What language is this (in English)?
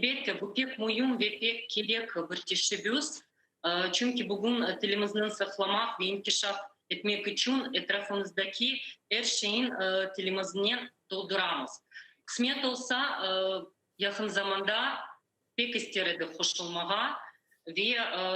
Crimean Tatar